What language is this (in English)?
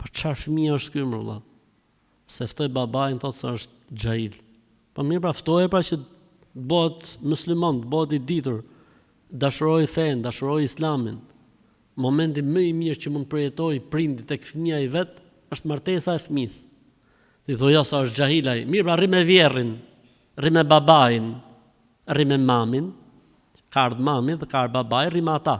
Albanian